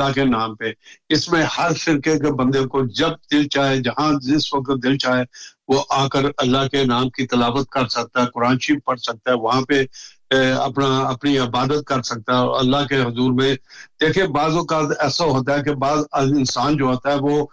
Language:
Urdu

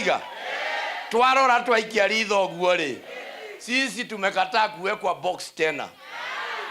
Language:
Meru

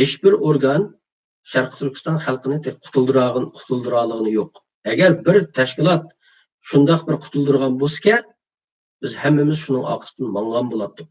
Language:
Uyghur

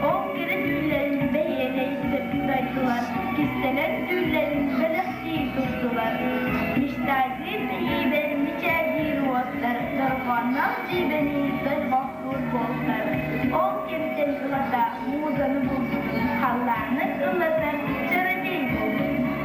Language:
Yakut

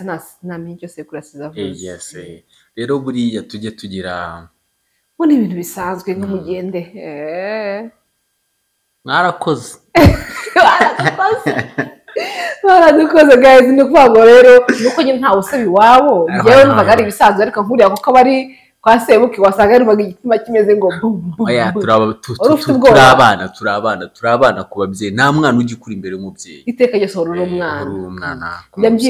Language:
Kinyarwanda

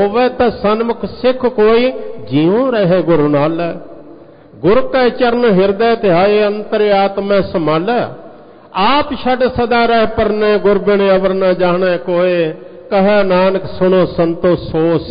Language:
Punjabi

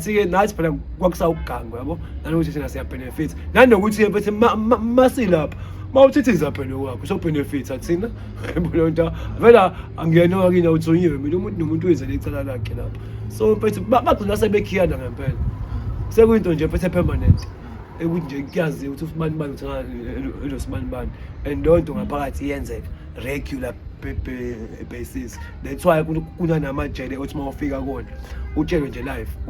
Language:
Zulu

